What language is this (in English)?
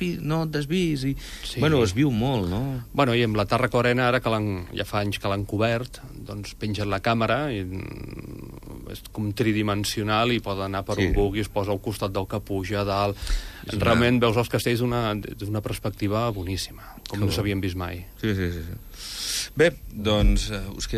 Catalan